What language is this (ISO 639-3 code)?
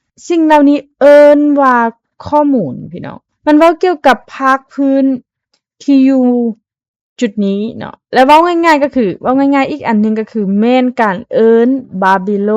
lao